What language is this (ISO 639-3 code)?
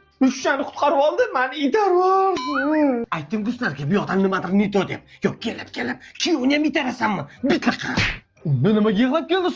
uzb